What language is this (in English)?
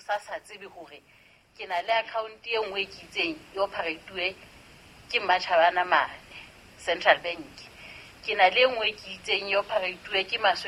Southern Sotho